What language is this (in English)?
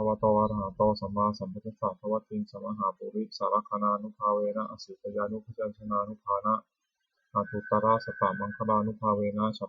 Pali